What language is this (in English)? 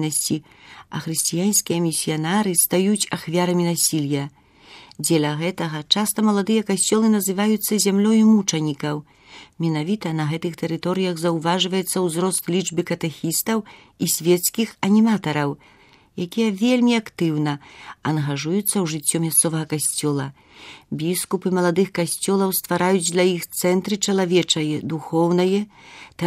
Belarusian